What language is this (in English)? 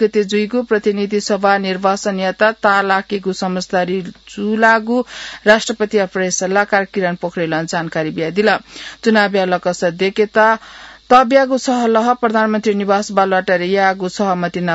Newari